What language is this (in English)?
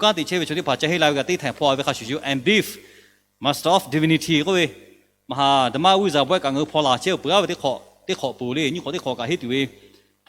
Lahu